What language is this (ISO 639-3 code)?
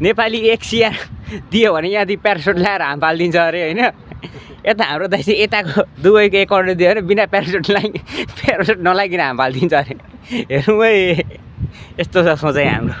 nep